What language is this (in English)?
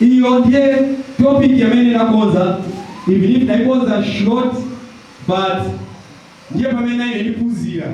Nyanja